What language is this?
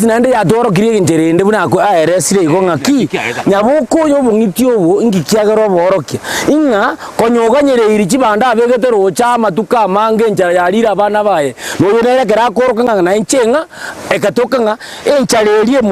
Gusii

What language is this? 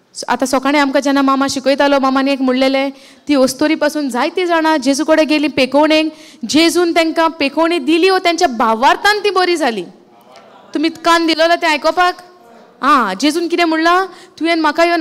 Konkani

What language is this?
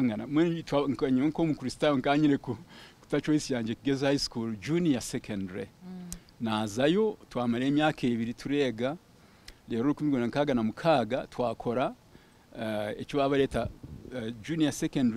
Kinyarwanda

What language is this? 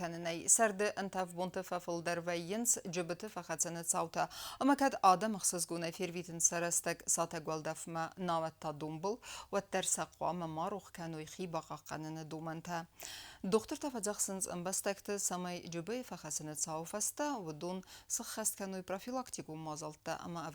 Ossetic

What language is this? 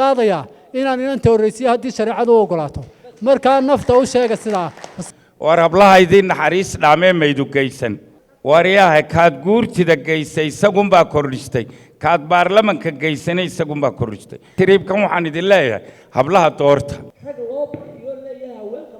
Somali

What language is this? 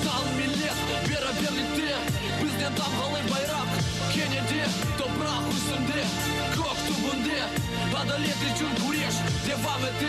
Crimean Tatar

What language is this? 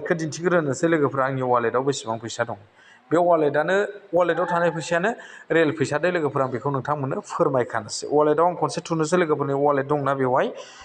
Bodo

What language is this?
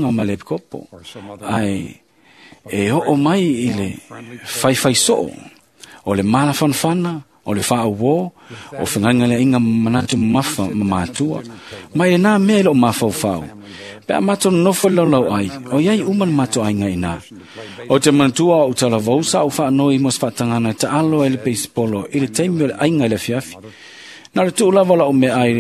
Samoan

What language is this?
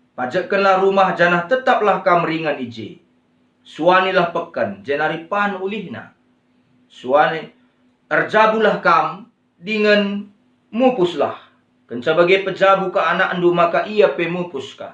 Batak Karo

